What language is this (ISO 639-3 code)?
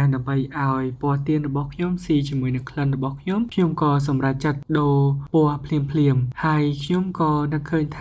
khm